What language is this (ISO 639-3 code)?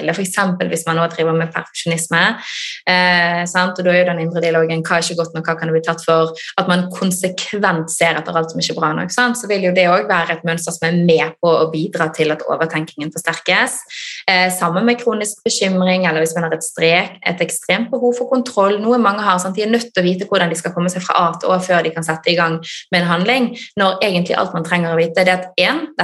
nor